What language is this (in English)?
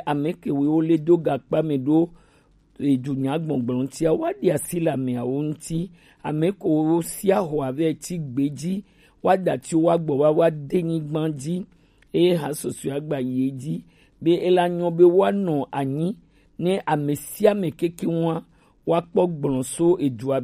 Gen